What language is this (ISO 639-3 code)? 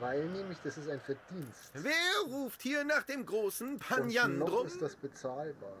bar